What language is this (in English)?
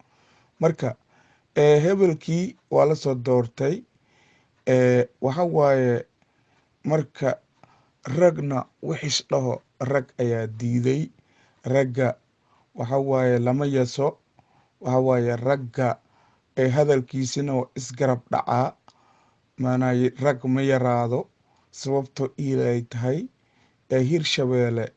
Somali